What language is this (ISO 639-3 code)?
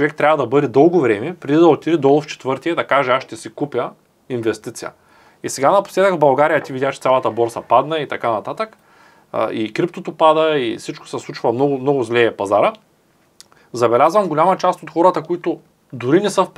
bul